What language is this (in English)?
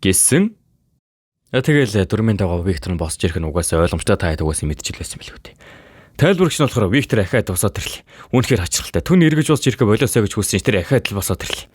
Mongolian